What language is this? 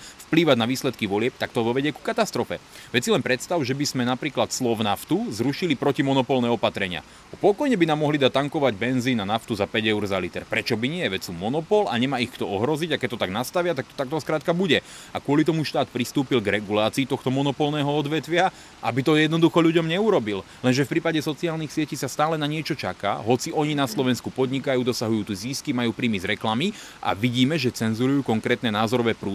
Slovak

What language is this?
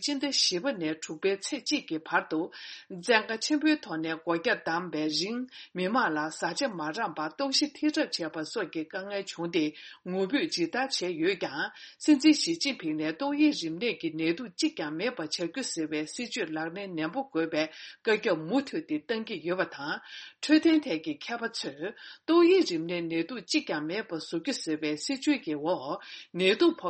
Tibetan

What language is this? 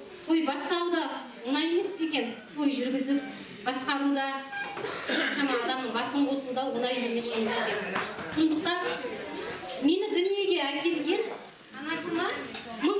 Kazakh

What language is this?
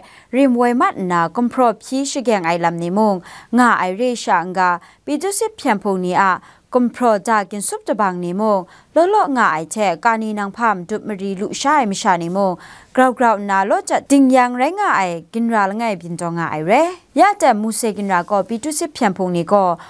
Kachin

